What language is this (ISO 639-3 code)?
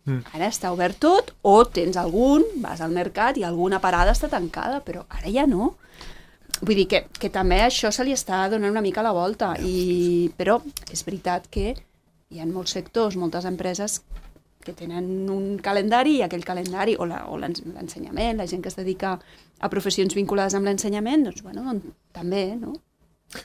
cat